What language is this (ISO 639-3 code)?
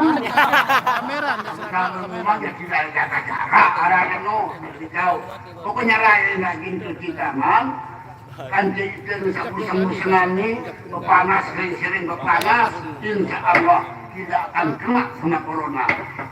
sas